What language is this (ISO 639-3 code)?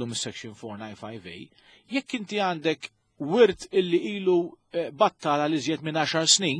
mlt